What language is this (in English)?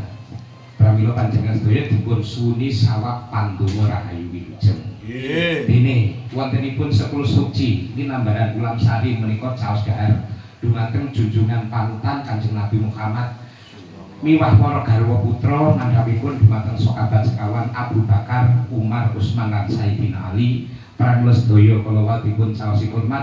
Javanese